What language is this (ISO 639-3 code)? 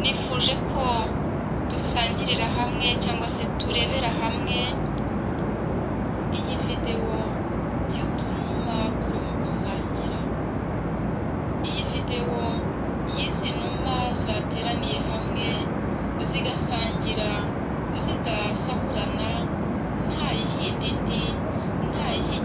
kin